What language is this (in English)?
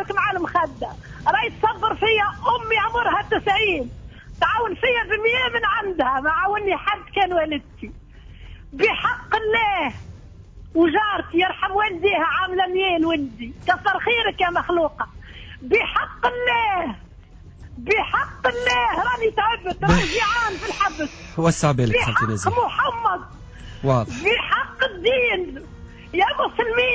Tunisian Arabic